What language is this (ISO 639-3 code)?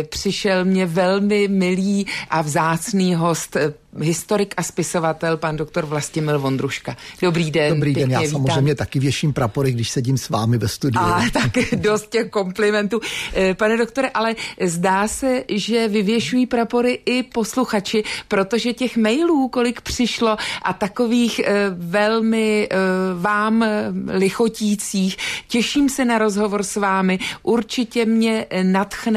ces